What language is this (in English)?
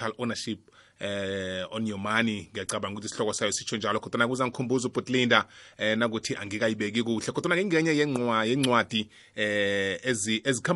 South Ndebele